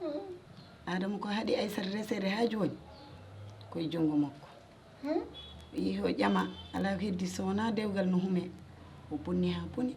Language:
Fula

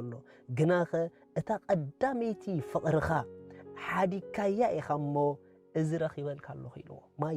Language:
Tigrinya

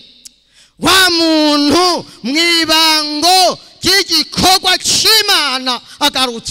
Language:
Rundi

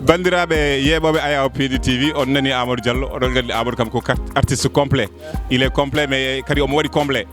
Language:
Fula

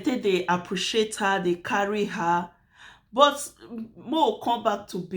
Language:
Nigerian Pidgin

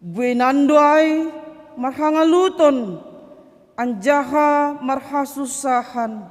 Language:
Batak Simalungun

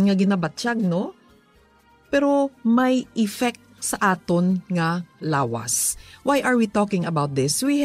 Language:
Hiligaynon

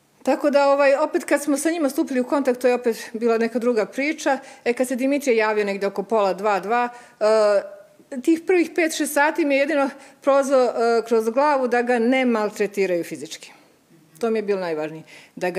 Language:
Serbian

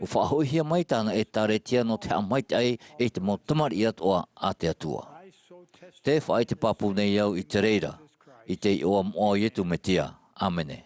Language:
Tahitian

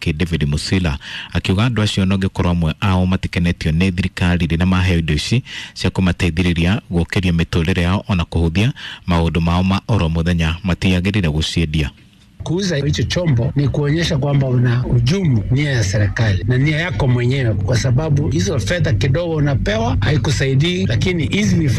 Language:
Kikuyu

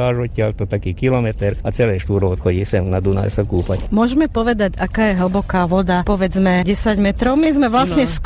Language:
Slovak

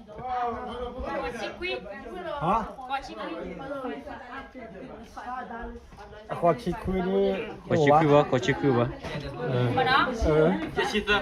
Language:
S'gaw Karen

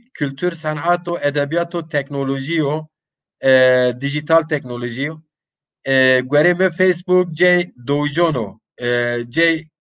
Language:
Zaza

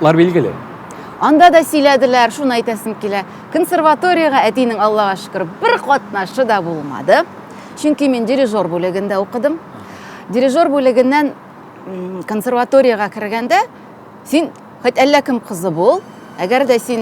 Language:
Tatar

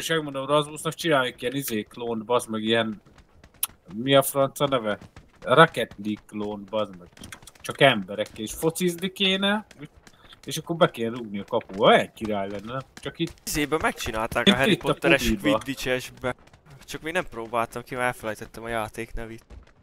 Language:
Hungarian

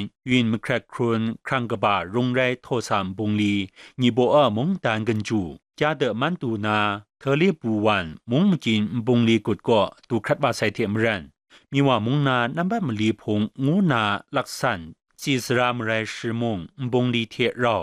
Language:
Kachin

